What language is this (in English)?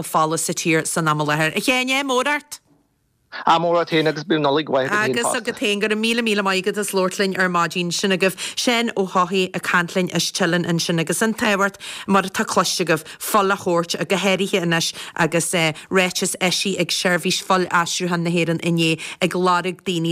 Irish